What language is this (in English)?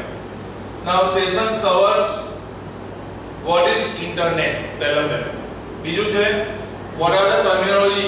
Gujarati